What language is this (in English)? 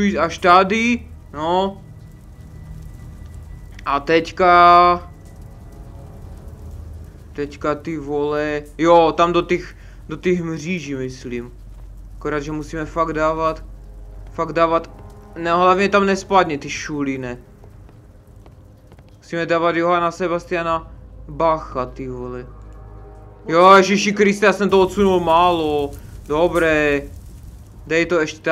Czech